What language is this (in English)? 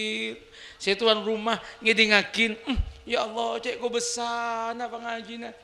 Madurese